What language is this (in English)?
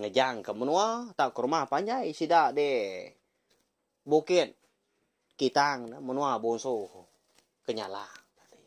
Iban